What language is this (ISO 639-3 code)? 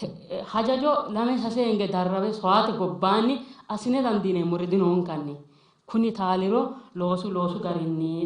sid